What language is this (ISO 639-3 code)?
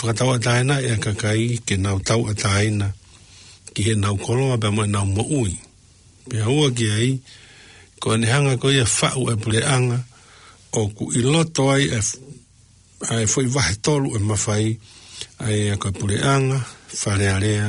ton